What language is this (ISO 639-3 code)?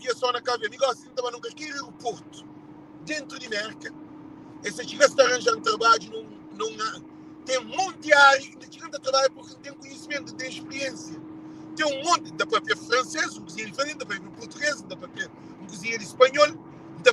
kea